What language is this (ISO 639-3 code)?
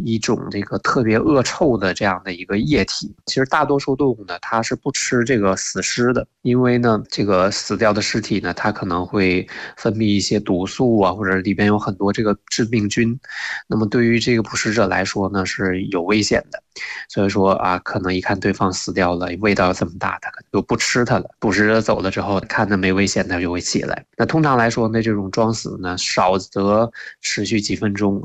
zho